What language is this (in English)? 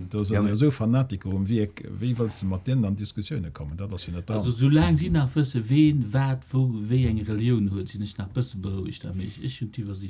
Luxembourgish